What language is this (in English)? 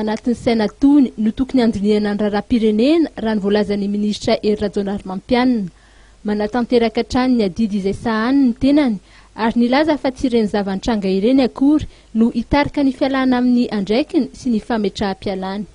Malagasy